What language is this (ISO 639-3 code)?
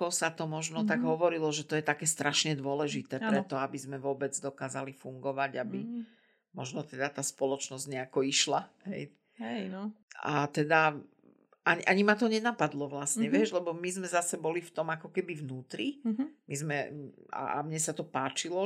slk